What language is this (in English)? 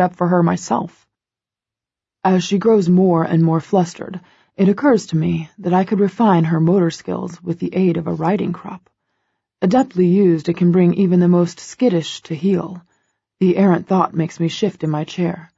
English